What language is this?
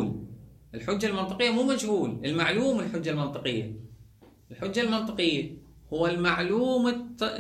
Mesopotamian Arabic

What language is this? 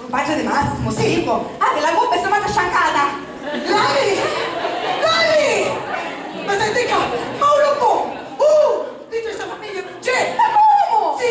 Sicilian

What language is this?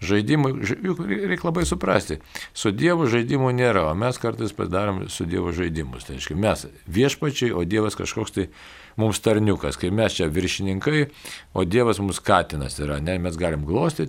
Lithuanian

